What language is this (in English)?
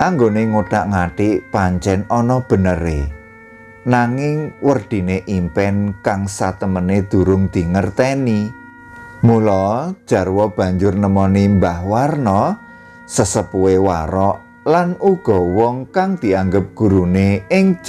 Javanese